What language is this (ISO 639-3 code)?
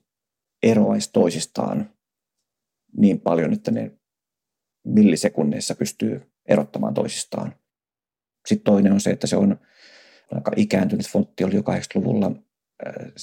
fin